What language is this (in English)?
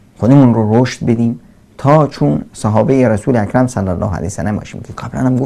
Persian